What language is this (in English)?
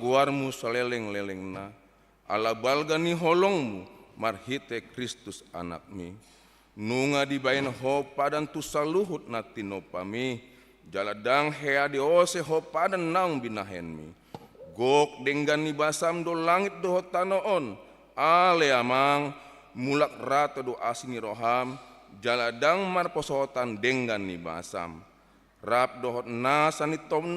Batak Toba